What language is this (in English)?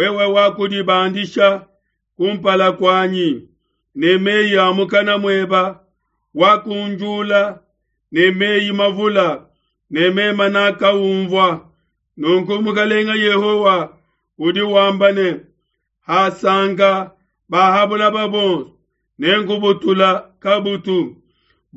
Luba-Lulua